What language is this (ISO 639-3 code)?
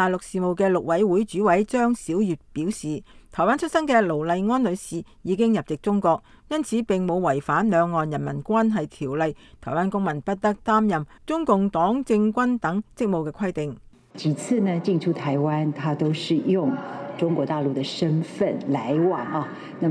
yue